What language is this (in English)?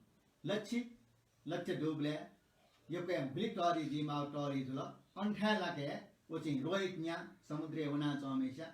Newari